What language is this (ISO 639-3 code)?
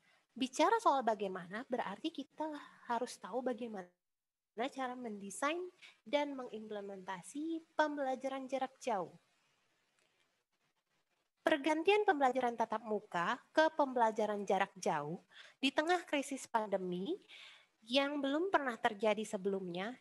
ind